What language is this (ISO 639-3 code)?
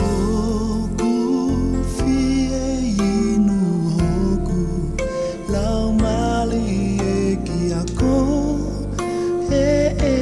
ton